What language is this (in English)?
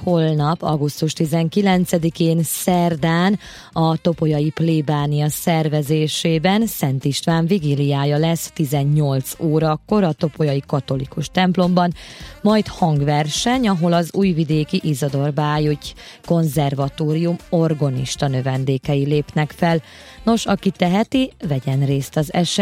Hungarian